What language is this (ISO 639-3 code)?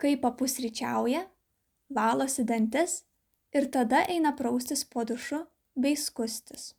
lit